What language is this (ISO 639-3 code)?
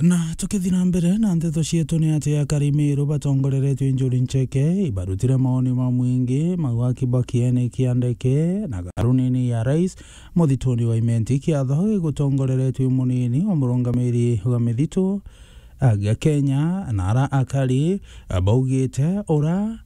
mer